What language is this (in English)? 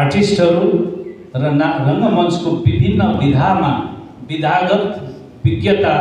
Nepali